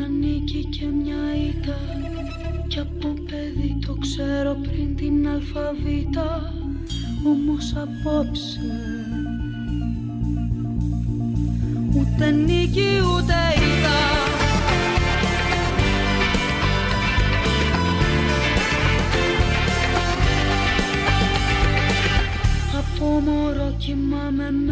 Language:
Greek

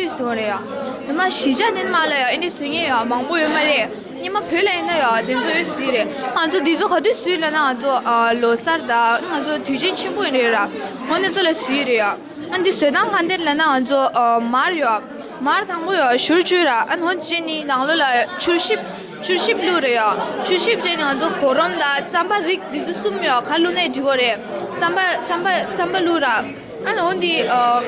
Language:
Tibetan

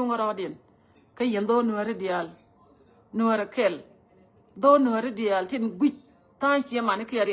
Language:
Nuer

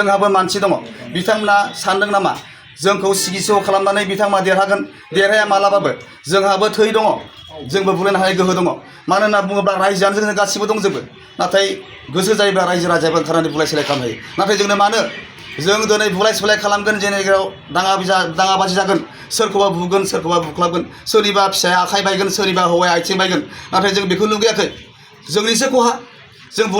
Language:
Bodo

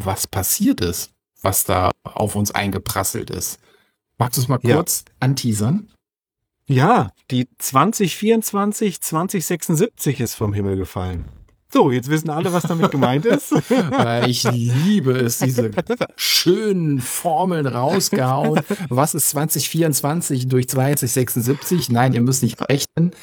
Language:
German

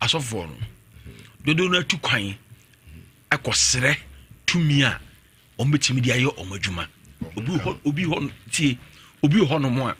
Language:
Akan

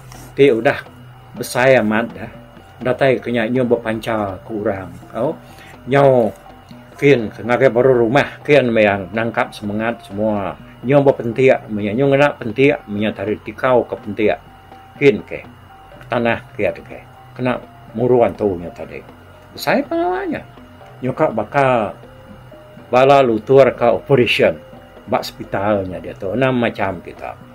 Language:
Iban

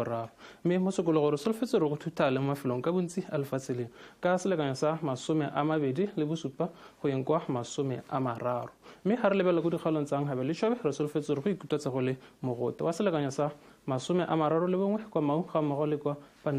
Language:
Tswana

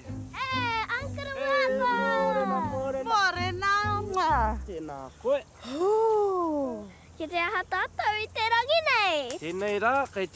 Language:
Māori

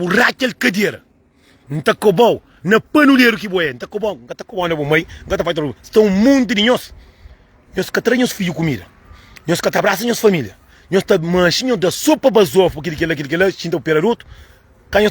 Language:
Kabuverdianu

